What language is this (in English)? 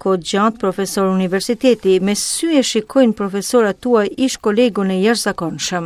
Albanian